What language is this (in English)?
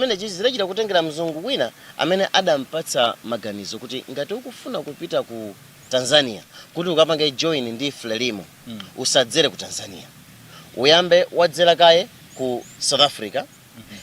Nyanja